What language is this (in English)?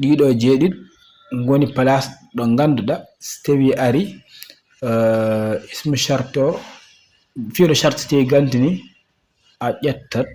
Fula